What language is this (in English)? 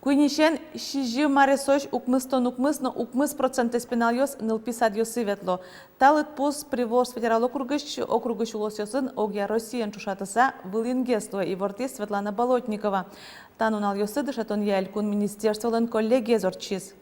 Udmurt